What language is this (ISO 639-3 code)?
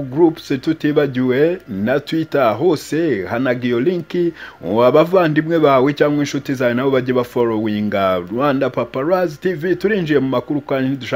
kin